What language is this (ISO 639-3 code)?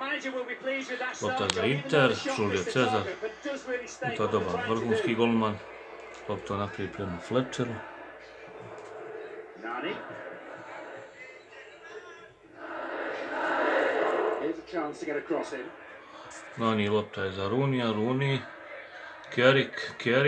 hrv